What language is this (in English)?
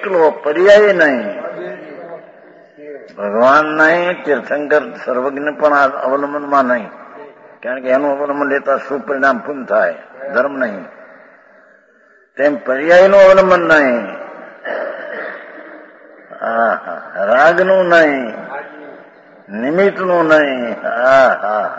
Gujarati